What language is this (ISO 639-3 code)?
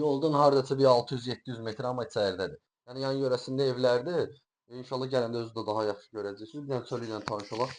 aze